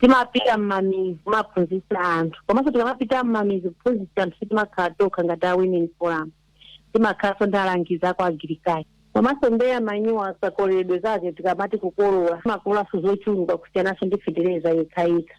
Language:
Nyanja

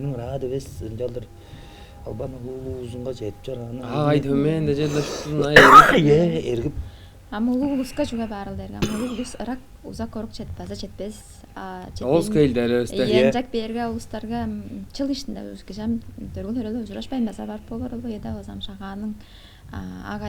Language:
Tuvinian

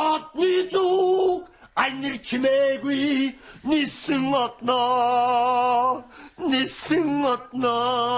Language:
Mongolian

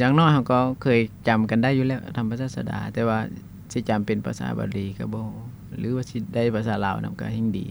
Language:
Lao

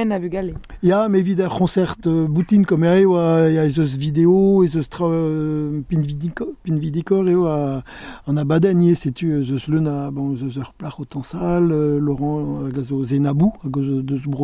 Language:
Breton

